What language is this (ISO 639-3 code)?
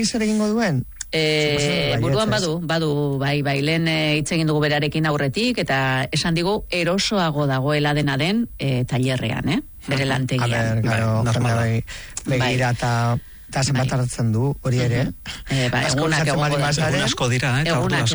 eus